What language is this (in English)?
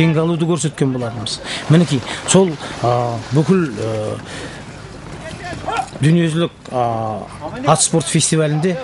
Kazakh